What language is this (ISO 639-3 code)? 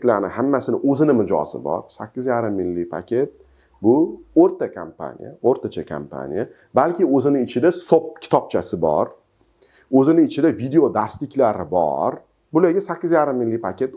uzb